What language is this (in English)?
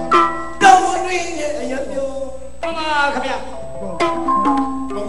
Burmese